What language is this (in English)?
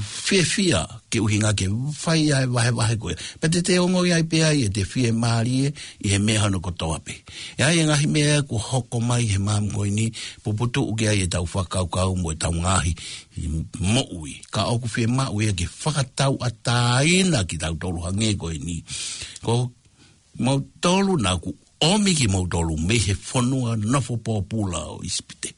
Tongan